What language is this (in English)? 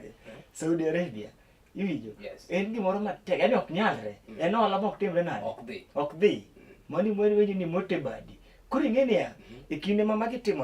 Luo (Kenya and Tanzania)